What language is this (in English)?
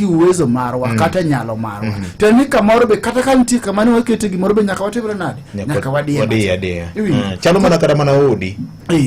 Luo (Kenya and Tanzania)